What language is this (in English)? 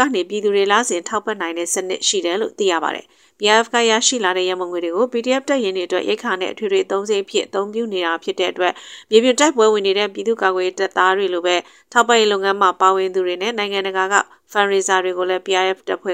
Burmese